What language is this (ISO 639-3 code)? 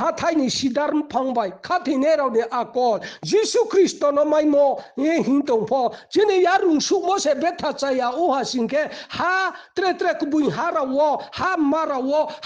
ria